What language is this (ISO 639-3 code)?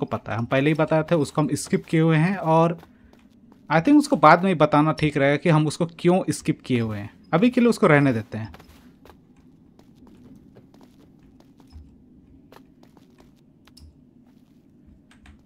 hin